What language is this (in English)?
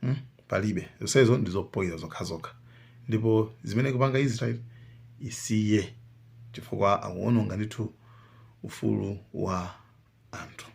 Nyanja